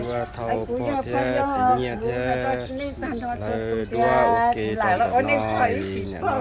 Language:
Hmong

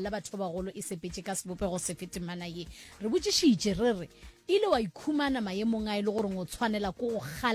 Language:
Northern Sotho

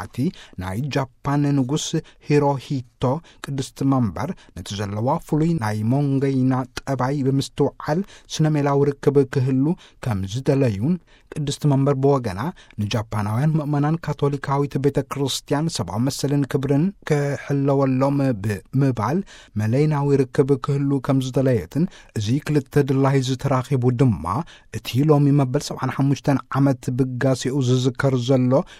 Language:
Tigrinya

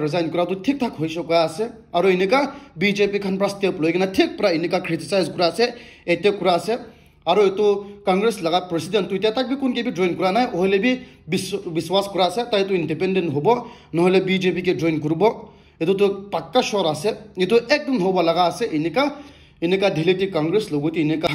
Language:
Naga Pidgin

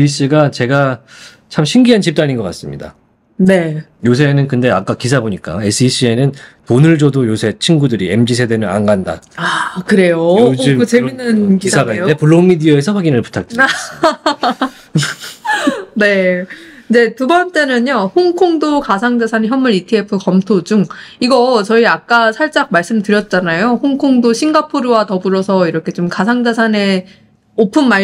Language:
Korean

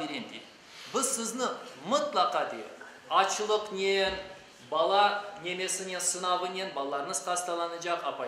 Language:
Crimean Tatar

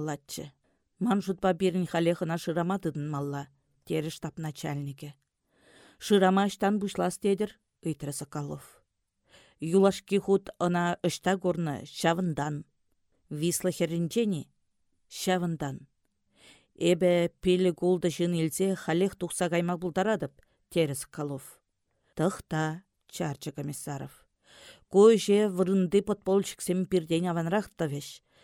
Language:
Chuvash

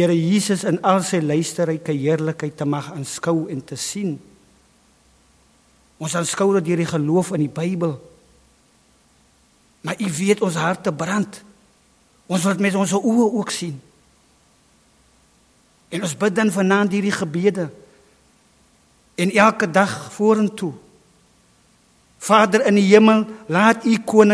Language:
Afrikaans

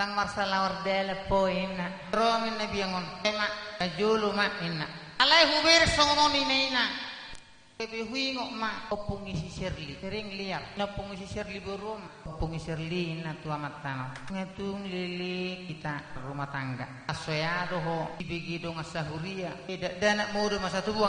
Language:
Batak Toba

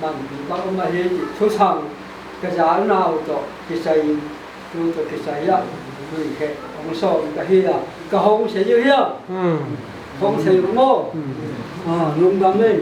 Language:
Paite Chin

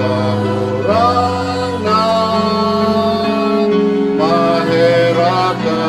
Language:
Bikol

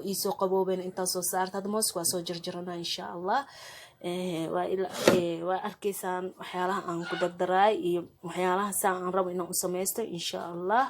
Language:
Somali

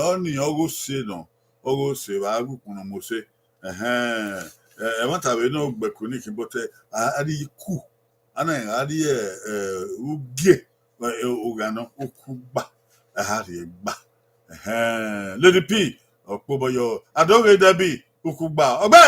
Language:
Bini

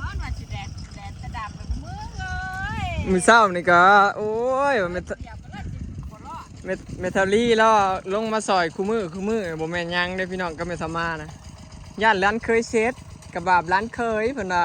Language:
Northeastern Thai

